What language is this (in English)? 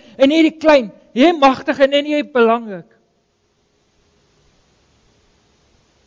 Afrikaans